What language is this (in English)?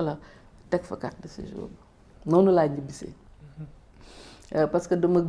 Wolof